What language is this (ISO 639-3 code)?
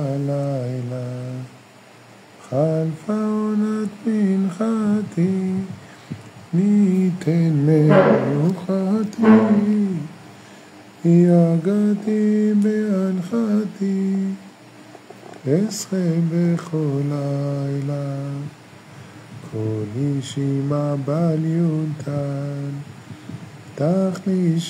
heb